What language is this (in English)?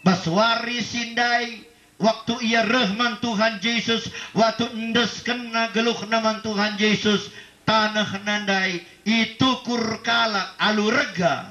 Batak Karo